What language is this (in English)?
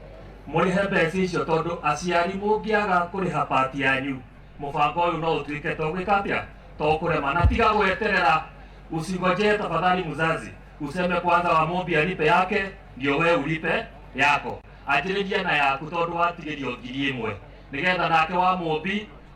Kikuyu